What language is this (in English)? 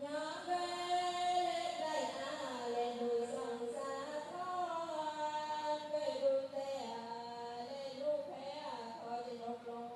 Mon